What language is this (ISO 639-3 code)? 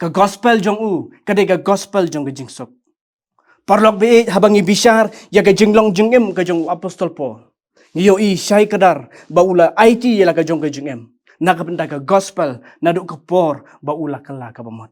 kha